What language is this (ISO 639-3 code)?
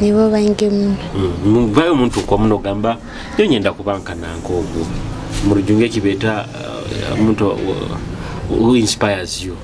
nyo